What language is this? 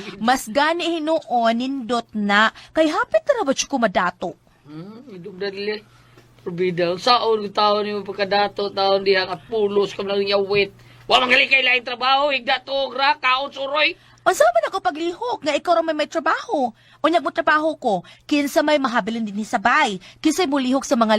Cebuano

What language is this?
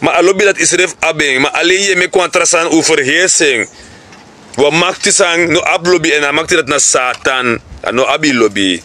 Sranan Tongo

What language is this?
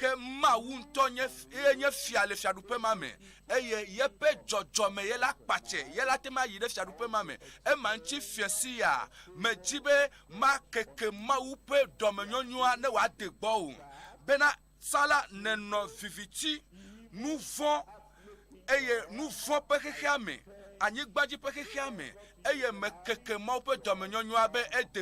Ewe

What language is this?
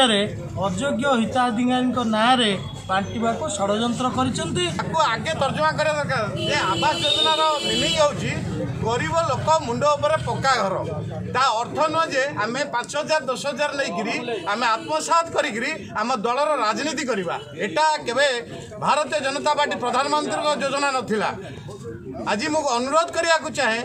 Odia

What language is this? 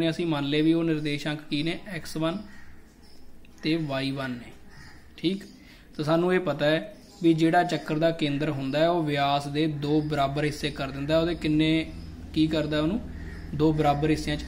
Punjabi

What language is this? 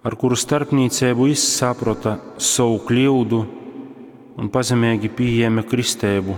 Latgalian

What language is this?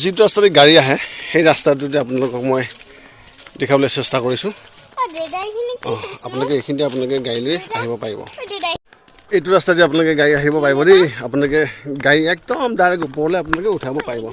Assamese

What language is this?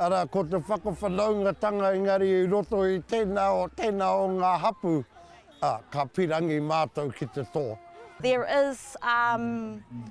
Māori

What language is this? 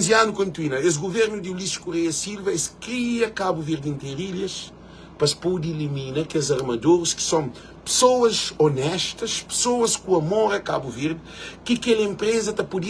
Kabuverdianu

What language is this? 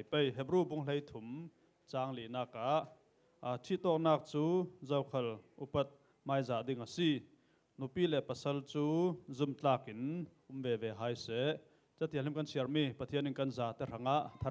Falam Chin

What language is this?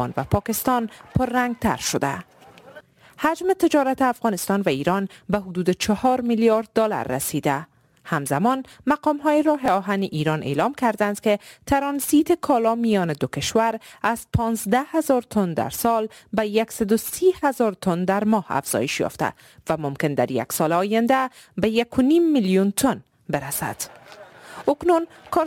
Persian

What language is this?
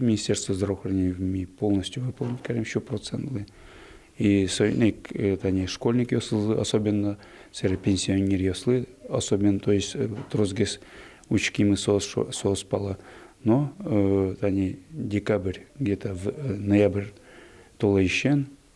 Udmurt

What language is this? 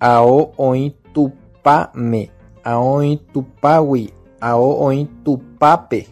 Guarani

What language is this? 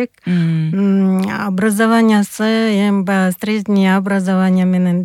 Kyrgyz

